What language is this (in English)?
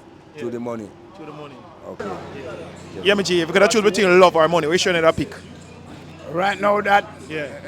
Jamaican Creole English